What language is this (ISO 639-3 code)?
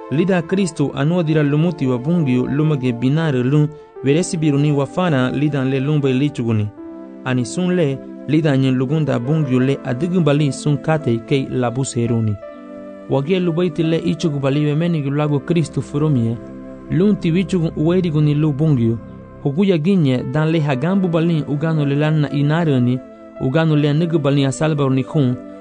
cab